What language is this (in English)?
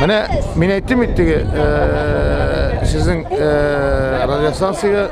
Tatar